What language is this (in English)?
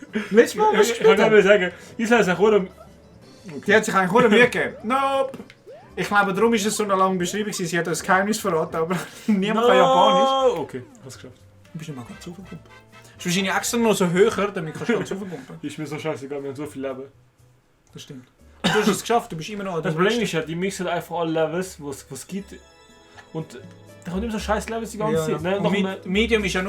Swiss German